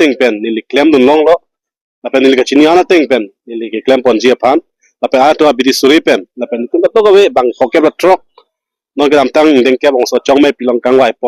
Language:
Karbi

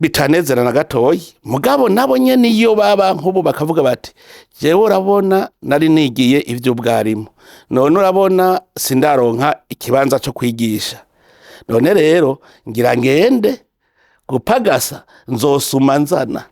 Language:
Rundi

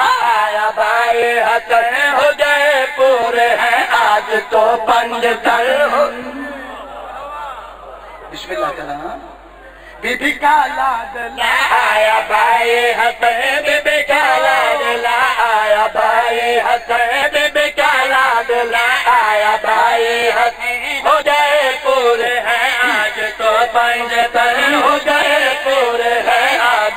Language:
Urdu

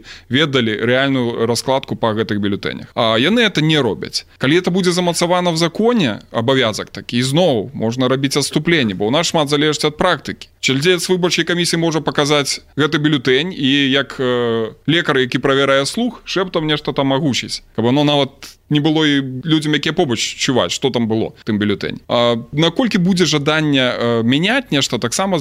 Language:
Belarusian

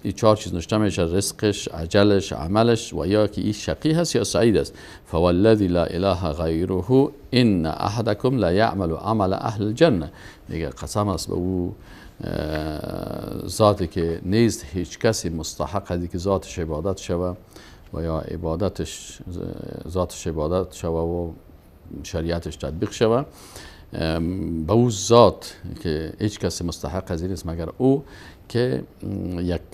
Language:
Persian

